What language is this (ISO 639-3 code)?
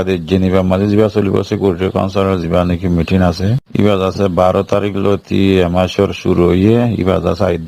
rhg